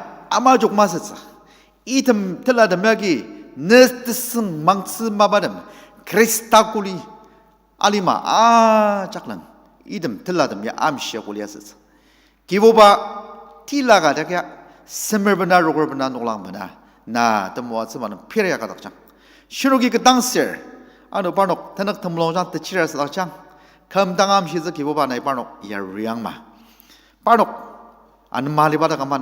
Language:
Ao Naga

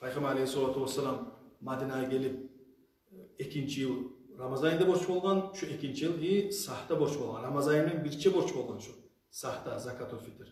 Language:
Kumyk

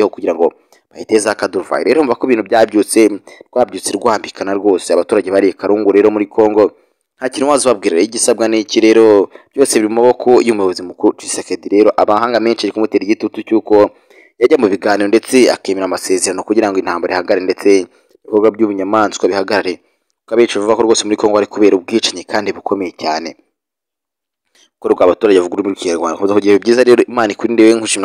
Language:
Kinyarwanda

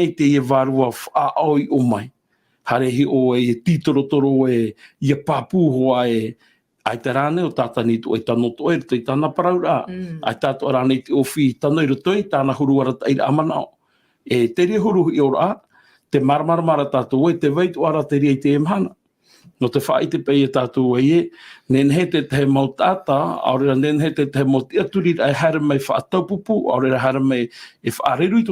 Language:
Tahitian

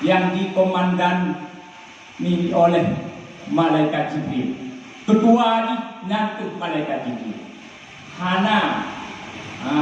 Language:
Achinese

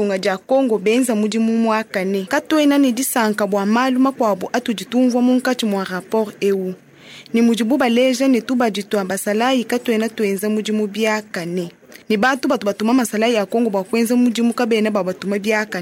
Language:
Luba-Lulua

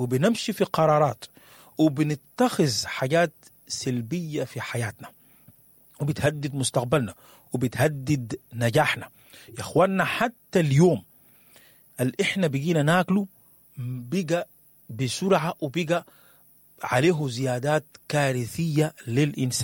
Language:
Sudanese Arabic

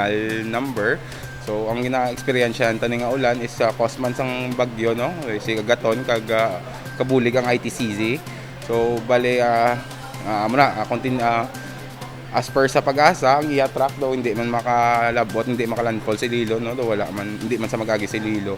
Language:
Hiligaynon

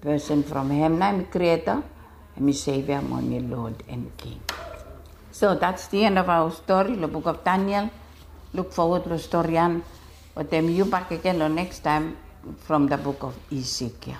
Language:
Bislama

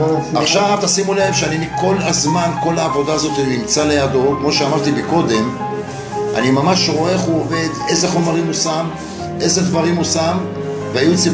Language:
Hebrew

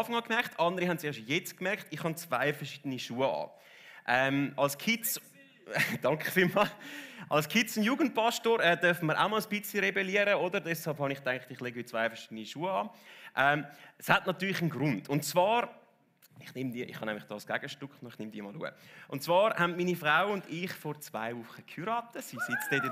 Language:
Swiss German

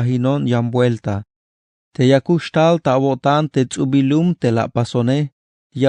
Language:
Tzeltal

